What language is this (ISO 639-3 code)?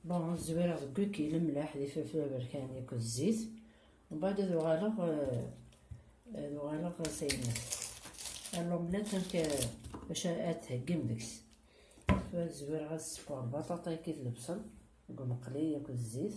kab